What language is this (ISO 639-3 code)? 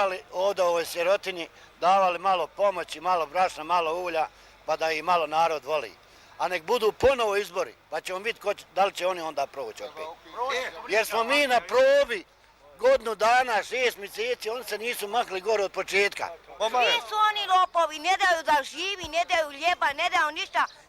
bos